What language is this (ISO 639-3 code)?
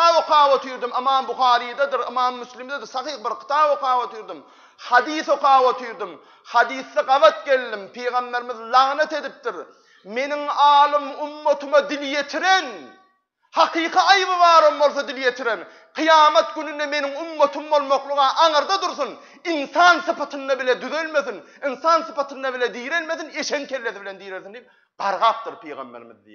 tuk